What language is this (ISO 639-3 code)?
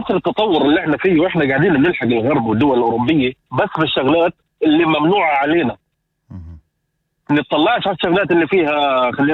apc